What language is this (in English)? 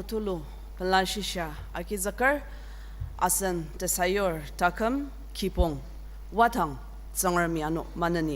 Ao Naga